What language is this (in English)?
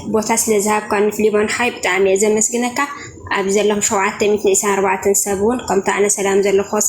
Tigrinya